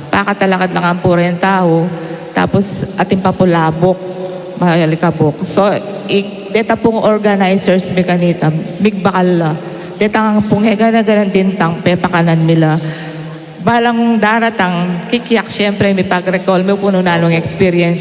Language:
Pampanga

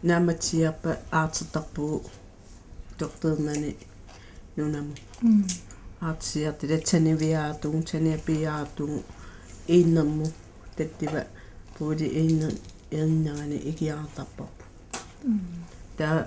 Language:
Kalaallisut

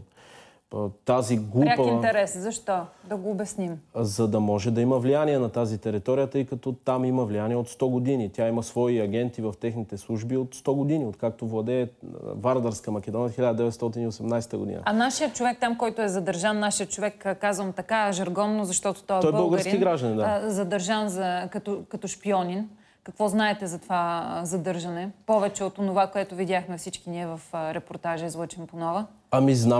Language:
Bulgarian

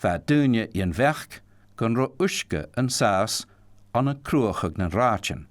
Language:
Scottish Gaelic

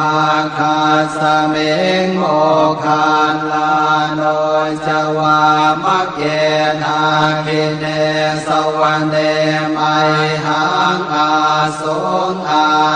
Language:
Pali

